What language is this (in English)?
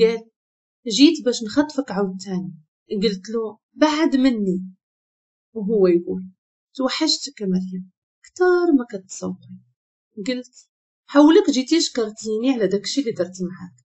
Moroccan Arabic